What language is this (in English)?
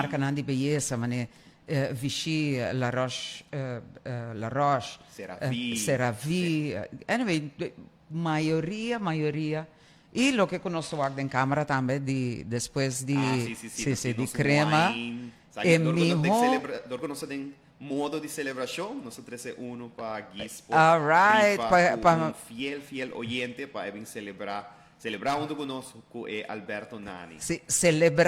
Papiamento